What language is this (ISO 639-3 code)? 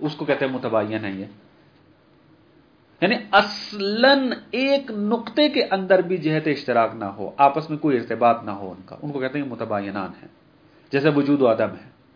urd